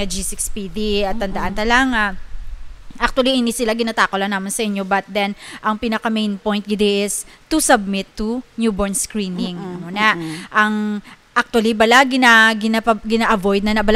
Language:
Hiligaynon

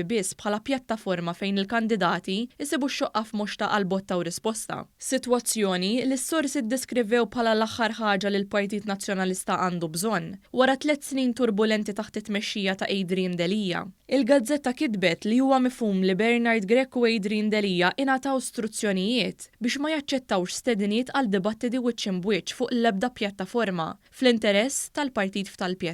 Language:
Maltese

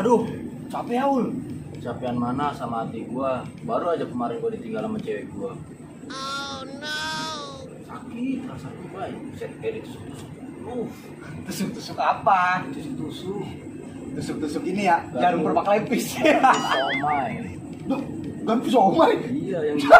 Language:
Betawi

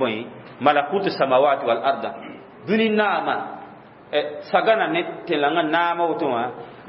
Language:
Mossi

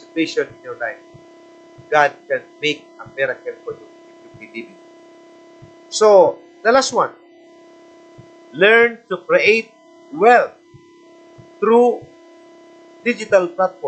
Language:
Filipino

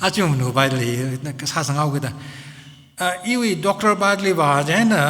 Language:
Tangkhul Naga (India)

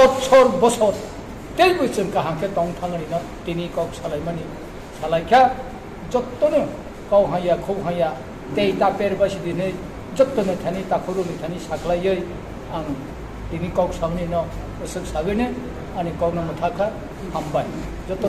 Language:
Riang (India)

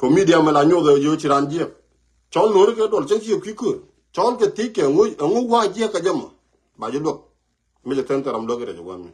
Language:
Nuer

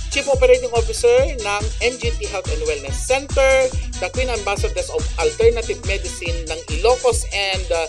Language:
Iloko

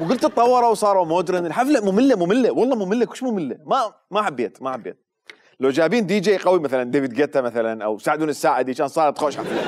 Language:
Mesopotamian Arabic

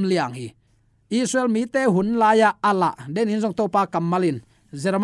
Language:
Tedim Chin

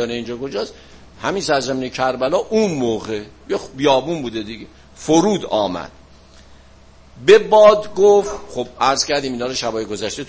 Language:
Persian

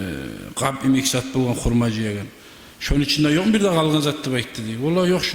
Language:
Kumyk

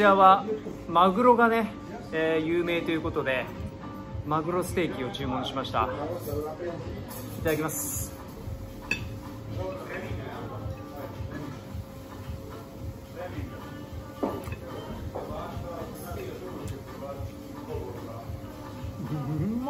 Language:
Japanese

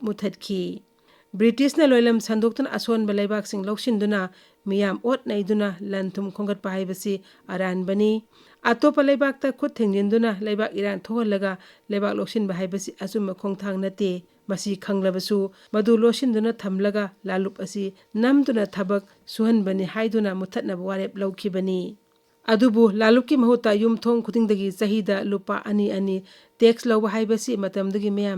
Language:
Manipuri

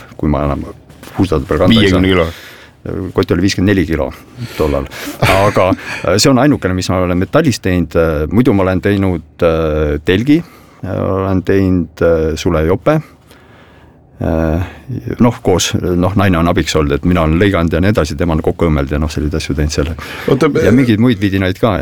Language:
Estonian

